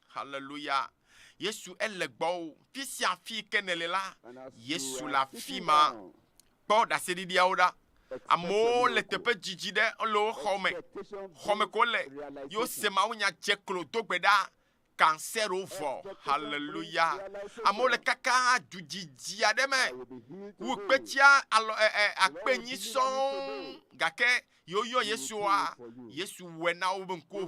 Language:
Ewe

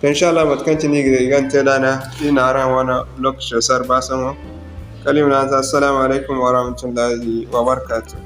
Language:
Zarma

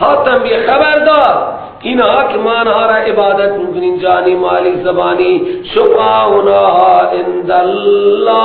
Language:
Persian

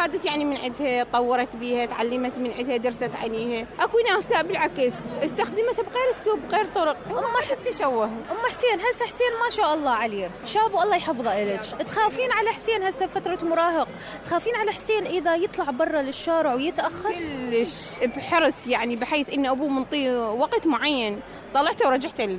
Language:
Mesopotamian Arabic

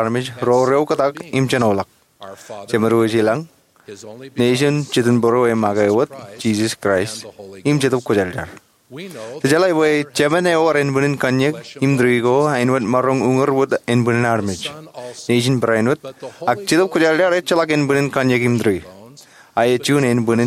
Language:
Marshallese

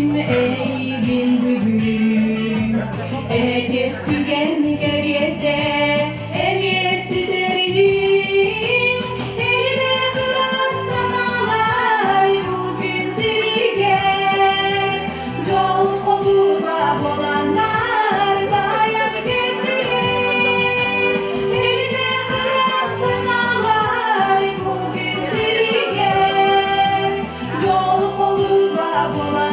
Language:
Yakut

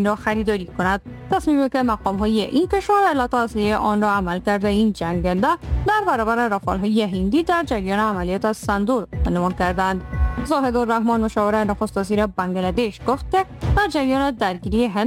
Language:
Persian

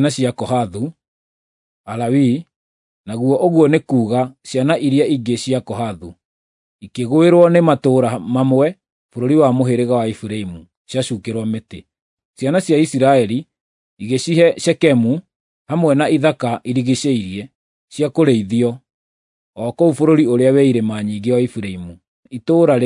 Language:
Kikuyu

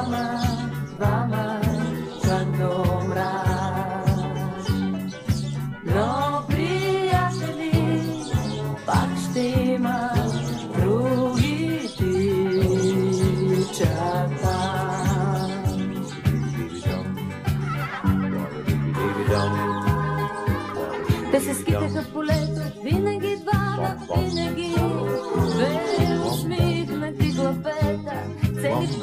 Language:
Bulgarian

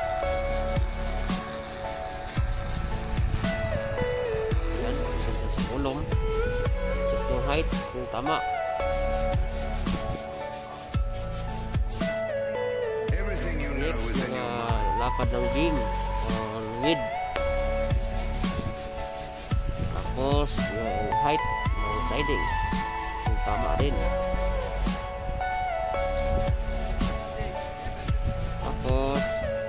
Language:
Filipino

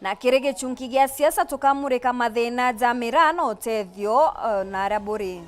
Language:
Meru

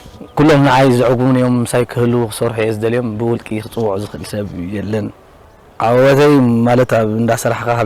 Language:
Tigrinya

